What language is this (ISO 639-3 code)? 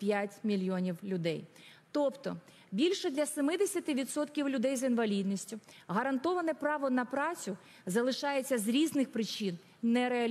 ukr